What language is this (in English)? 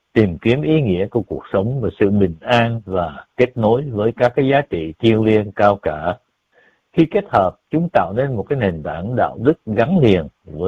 Vietnamese